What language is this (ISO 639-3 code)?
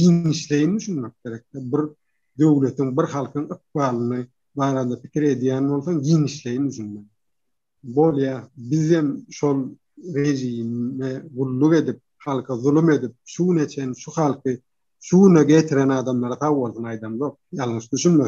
tuk